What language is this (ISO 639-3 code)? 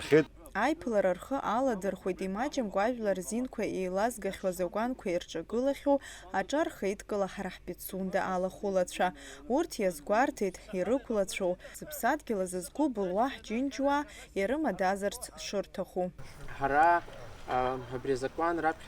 abk